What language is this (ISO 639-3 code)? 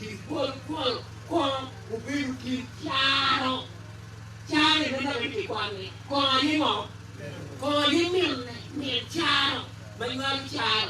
ach